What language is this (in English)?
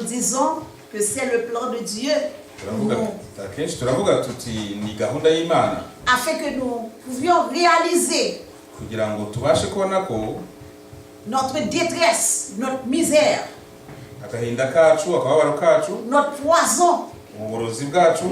Kinyarwanda